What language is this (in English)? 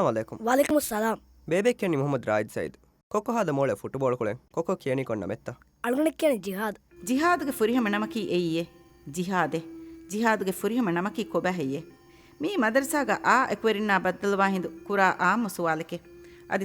Divehi